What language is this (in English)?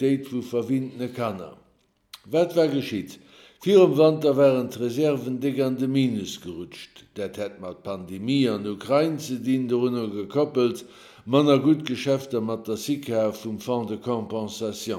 Luxembourgish